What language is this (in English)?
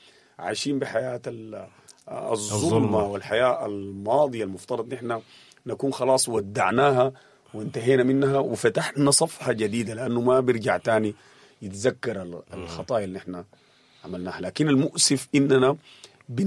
Sudanese Arabic